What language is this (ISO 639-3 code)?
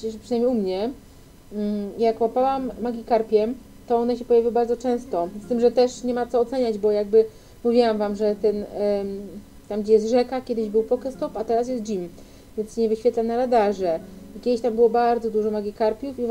pol